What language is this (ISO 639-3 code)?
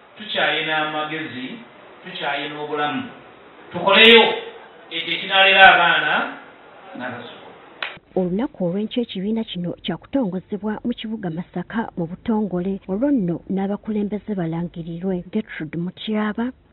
lug